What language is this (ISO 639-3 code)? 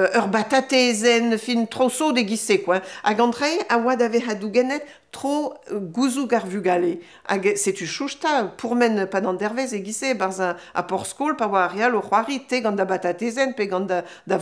bre